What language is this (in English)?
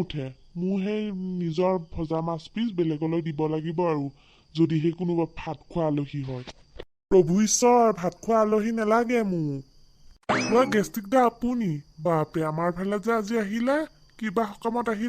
Assamese